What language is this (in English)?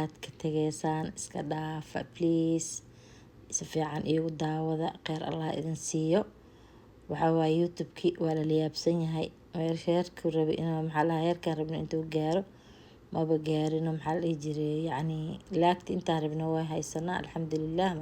Somali